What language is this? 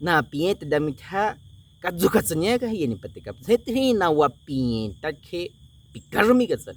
Baniwa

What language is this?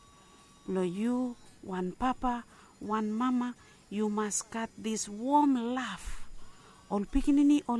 Bislama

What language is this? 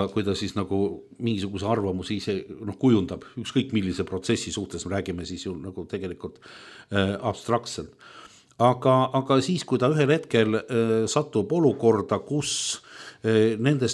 Estonian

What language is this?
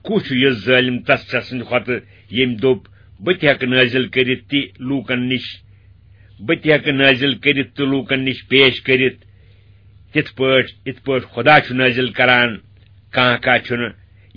Kashmiri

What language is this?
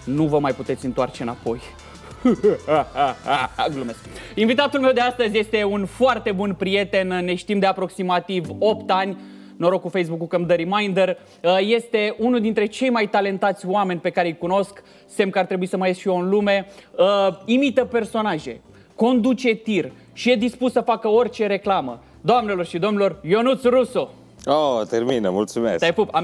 Romanian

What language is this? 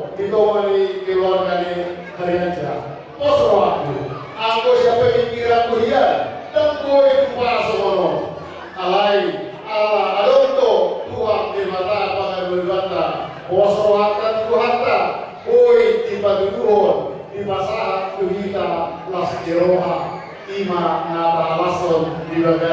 Batak Toba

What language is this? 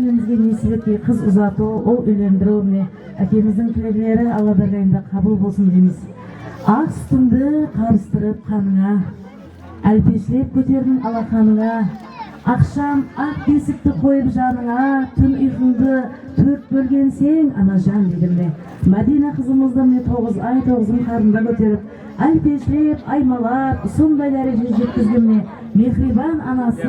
Kara-Kalpak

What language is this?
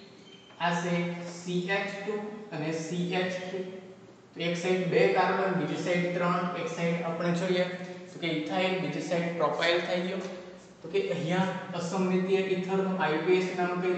Gujarati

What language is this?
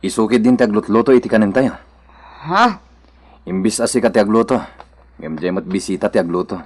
Iloko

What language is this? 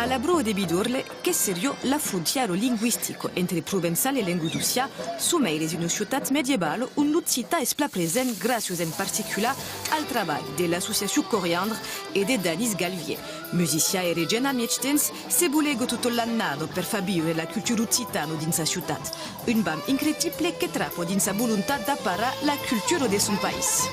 Occitan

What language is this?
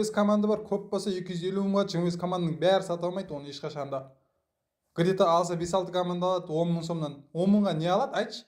Kara-Kalpak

